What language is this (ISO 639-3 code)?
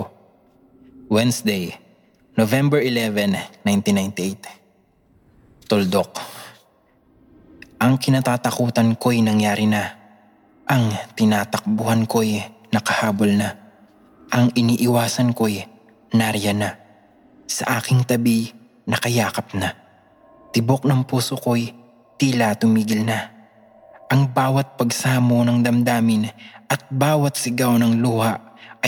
fil